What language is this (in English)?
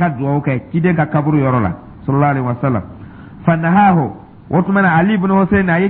Dyula